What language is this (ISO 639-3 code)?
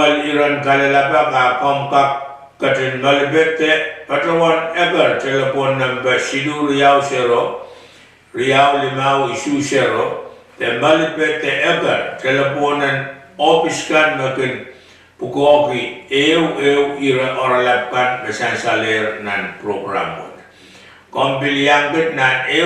pon